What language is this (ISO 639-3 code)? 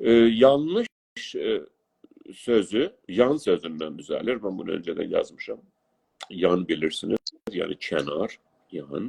azb